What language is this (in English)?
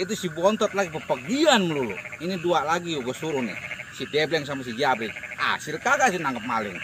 Betawi